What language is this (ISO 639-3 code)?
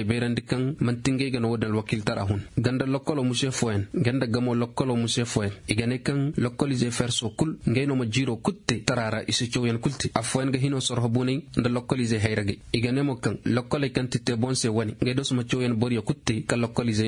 ses